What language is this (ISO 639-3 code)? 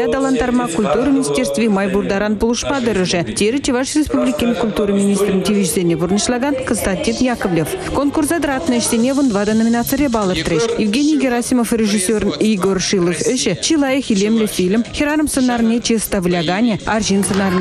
chv